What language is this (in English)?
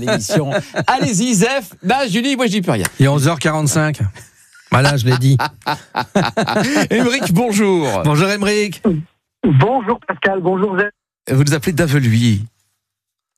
French